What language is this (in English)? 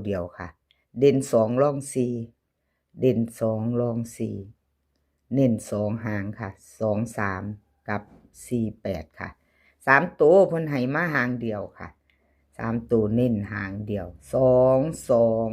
Northeastern Thai